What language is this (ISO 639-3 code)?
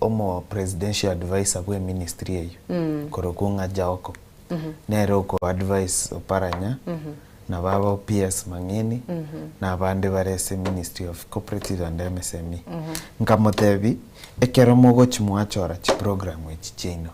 guz